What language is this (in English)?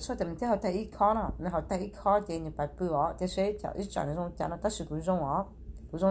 Hmong